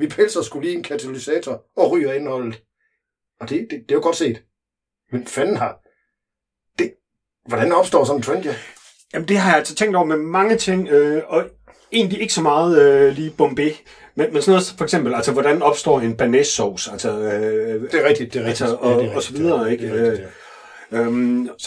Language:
Danish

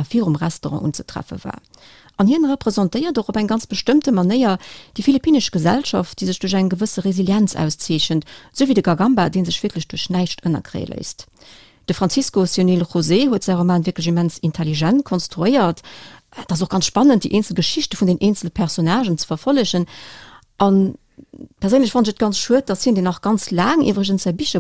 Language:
Luxembourgish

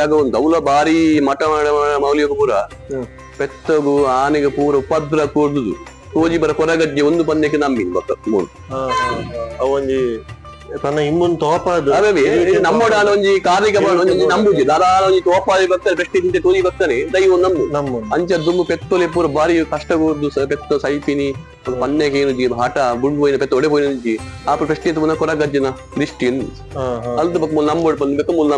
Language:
Tulu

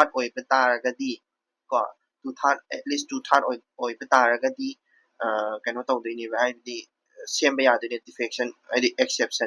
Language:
Manipuri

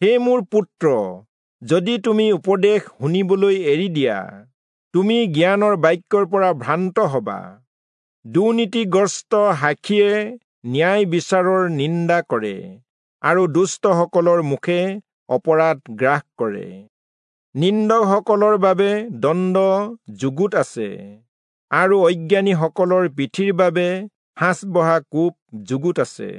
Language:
Assamese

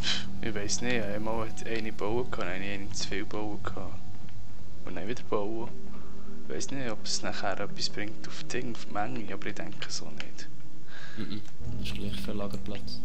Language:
Swiss German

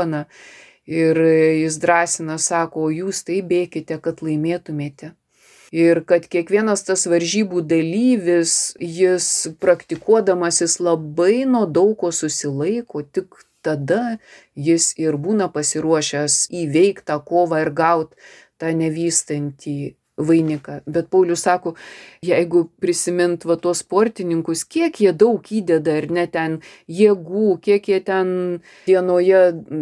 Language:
Lithuanian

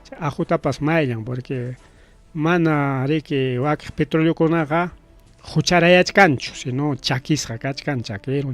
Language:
Ayacucho Quechua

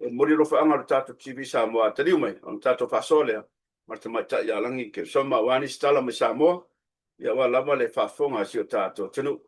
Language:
Samoan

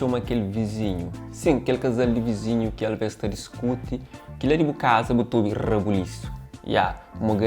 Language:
Kabuverdianu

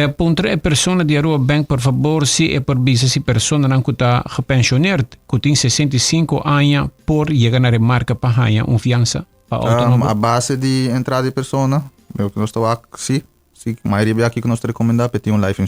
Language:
Papiamento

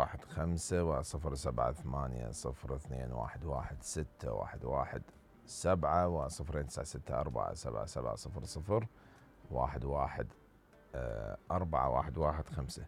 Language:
Mesopotamian Arabic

